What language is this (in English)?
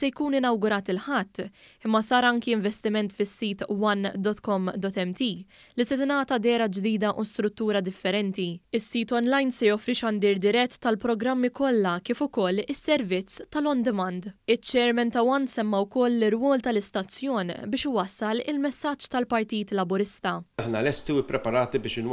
Maltese